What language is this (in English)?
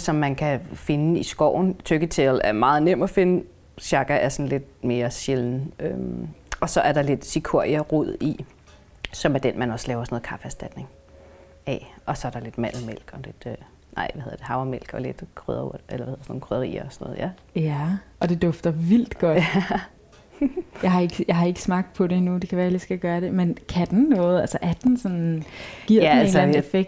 Danish